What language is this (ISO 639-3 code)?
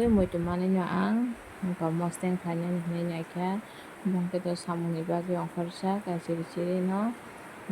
trp